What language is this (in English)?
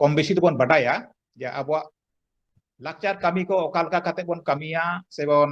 Santali